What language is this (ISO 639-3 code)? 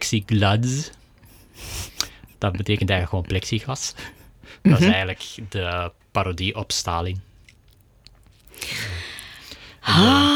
nld